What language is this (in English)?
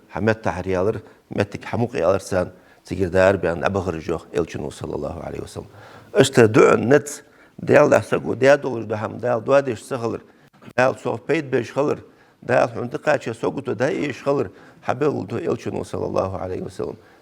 Ingush